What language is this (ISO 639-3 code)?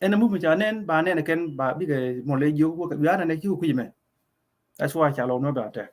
nus